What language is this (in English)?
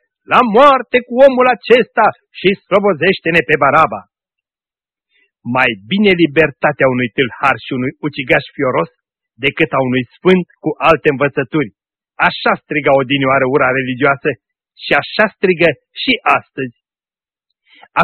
Romanian